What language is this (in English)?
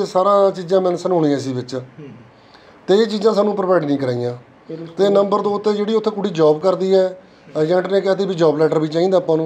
Punjabi